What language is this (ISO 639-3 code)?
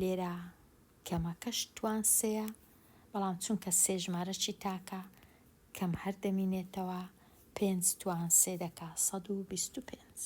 ckb